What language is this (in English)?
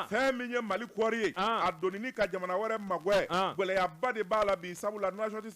Bambara